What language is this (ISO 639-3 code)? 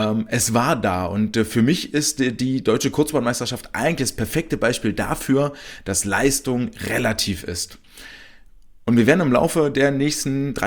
deu